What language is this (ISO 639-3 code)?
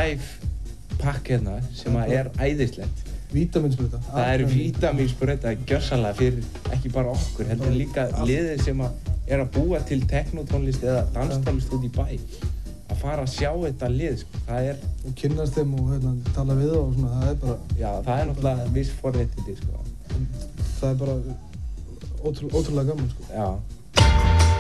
isl